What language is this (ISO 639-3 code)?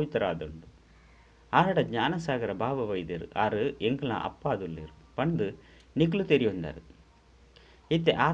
tcy